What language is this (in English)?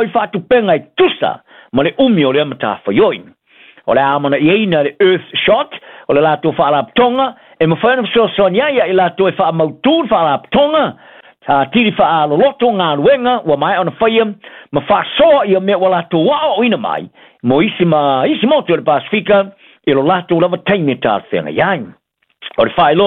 Samoan